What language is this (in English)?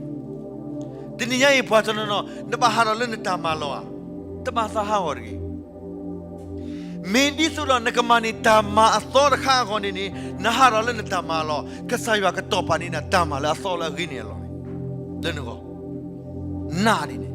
S'gaw Karen